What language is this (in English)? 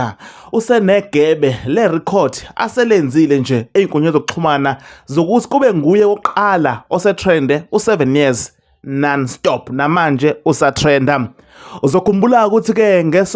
Zulu